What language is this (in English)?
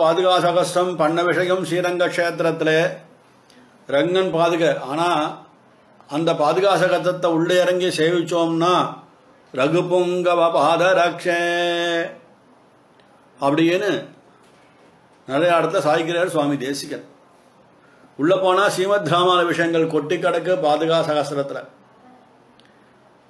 Tamil